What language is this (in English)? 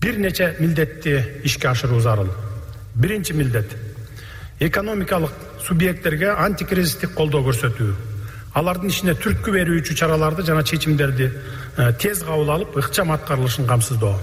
Kyrgyz